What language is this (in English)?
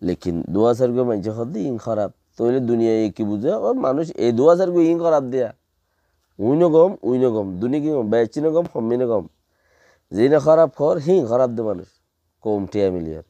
Rohingya